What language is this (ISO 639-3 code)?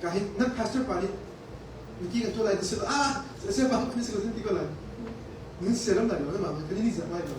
cnh